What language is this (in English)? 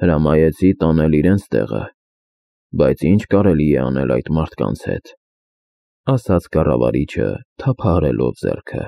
Armenian